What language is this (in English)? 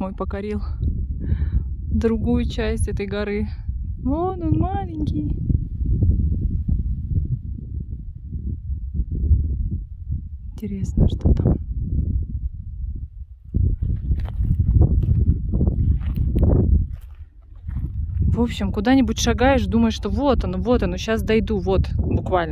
Russian